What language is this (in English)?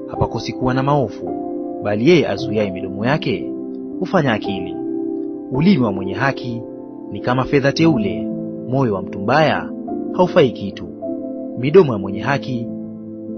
Swahili